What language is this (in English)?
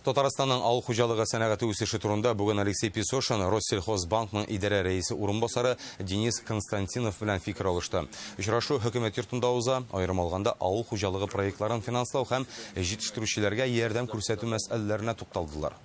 Tatar